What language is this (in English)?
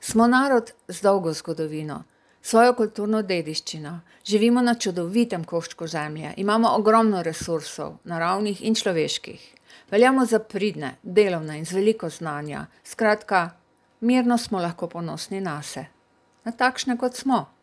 Slovenian